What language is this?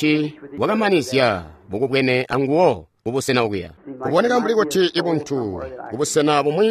Tonga (Zambia)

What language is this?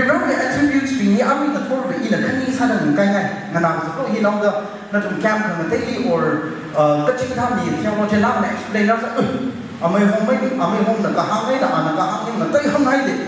Tangkhul Naga (India)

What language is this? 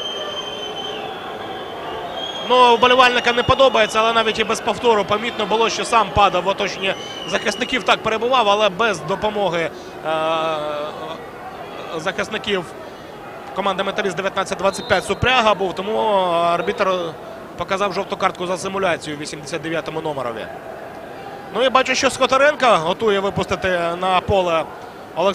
Ukrainian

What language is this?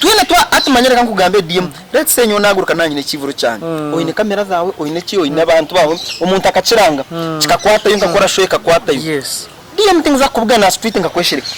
Nyankole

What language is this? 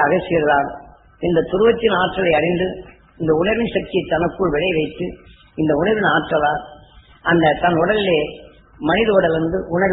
Tamil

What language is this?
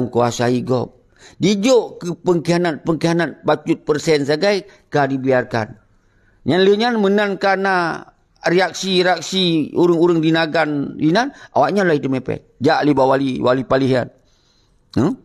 Achinese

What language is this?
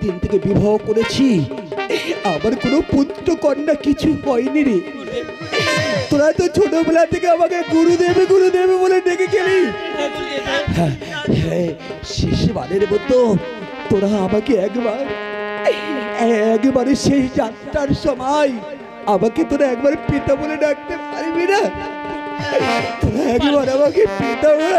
Bangla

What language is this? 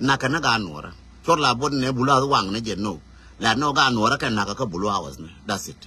Nuer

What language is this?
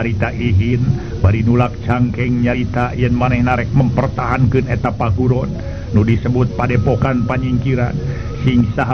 Sundanese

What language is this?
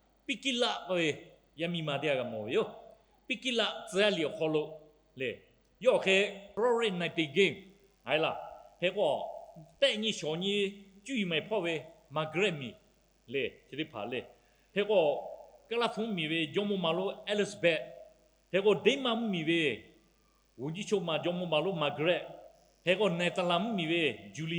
Lahu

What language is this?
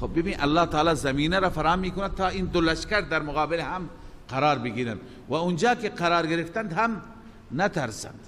Persian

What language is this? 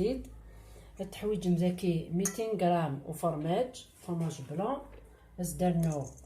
Kabyle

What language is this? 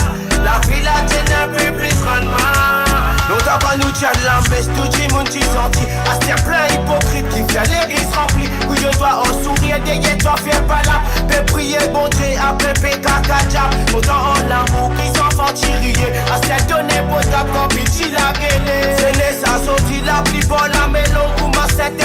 Morisyen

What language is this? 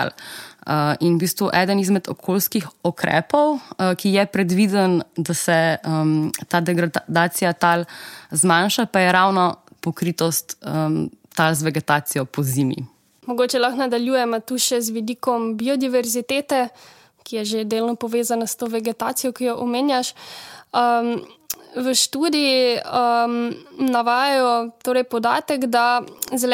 Slovenian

